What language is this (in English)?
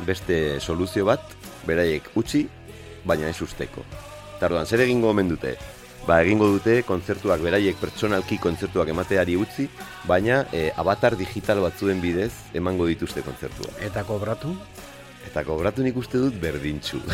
Basque